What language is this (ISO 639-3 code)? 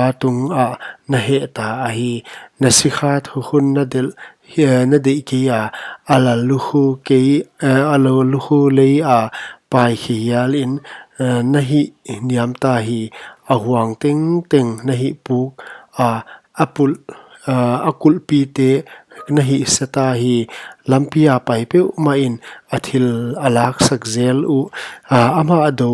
pck